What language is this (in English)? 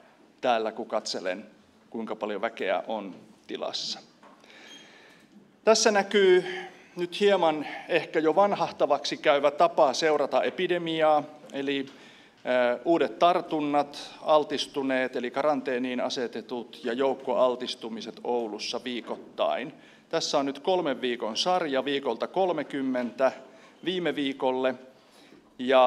Finnish